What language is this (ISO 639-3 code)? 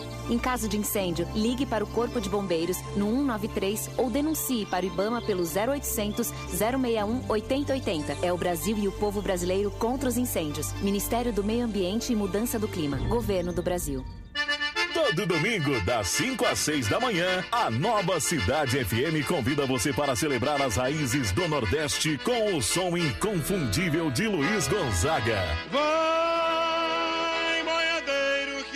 por